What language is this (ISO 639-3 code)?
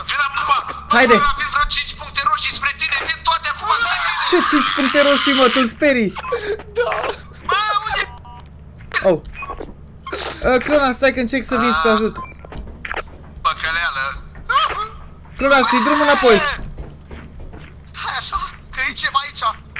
ron